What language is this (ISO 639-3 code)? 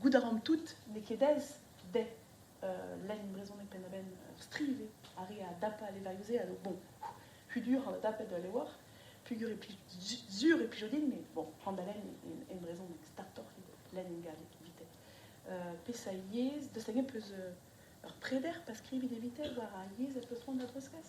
bre